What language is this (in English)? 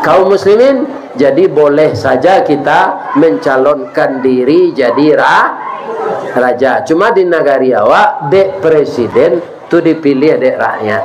Minangkabau